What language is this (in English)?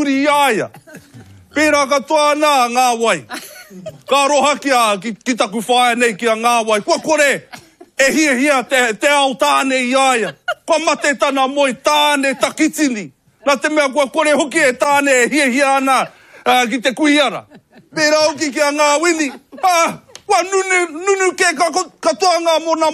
Māori